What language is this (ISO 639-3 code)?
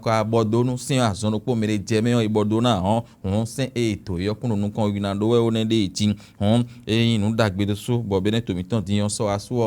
fon